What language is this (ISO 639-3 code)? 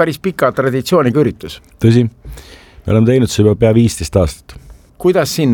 est